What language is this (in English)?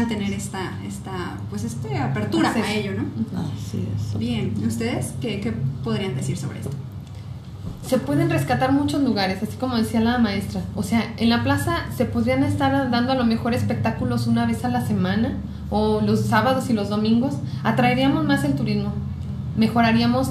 Spanish